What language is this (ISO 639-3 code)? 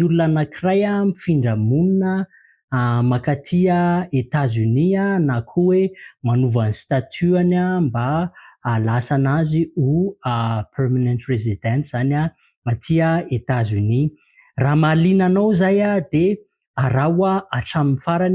mlg